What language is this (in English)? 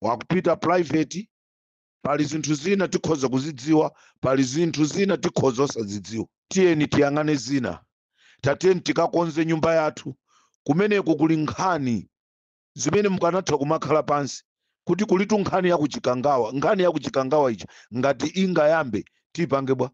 Nyanja